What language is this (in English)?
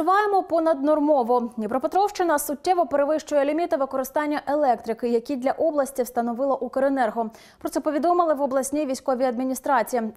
Ukrainian